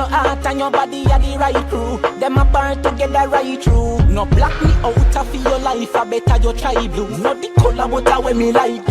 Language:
Jamaican Creole English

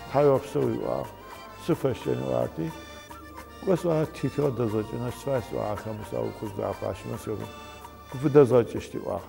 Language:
Adyghe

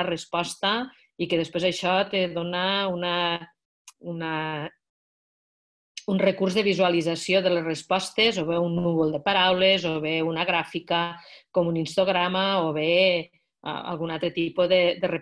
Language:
Catalan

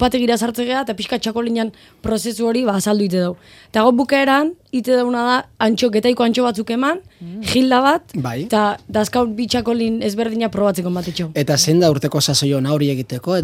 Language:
Basque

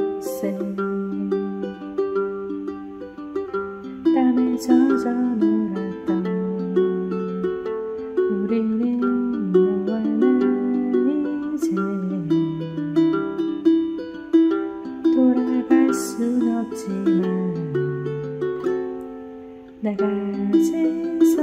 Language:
Korean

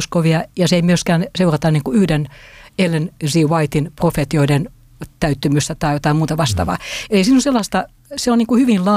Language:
Finnish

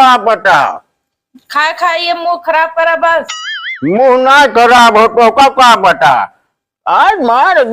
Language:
Awadhi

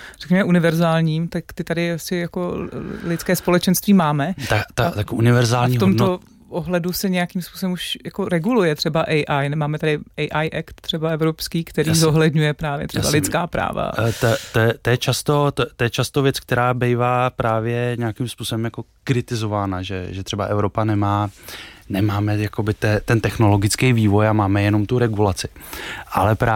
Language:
Czech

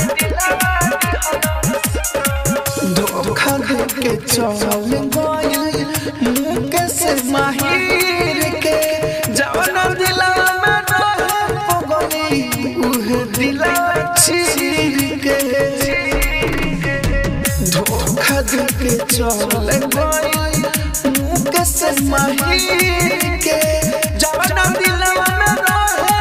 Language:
Bhojpuri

